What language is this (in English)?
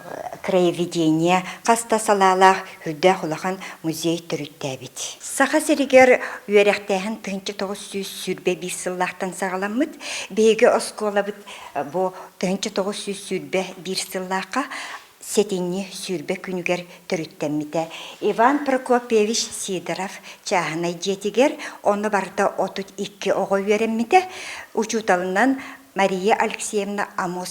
Yakut